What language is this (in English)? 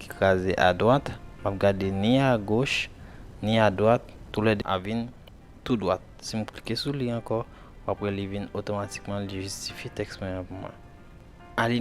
Haitian Creole